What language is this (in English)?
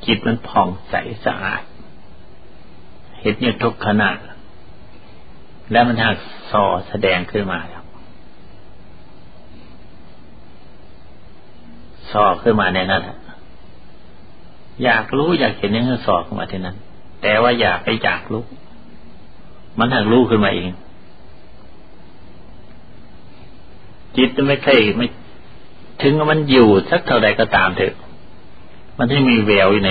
Thai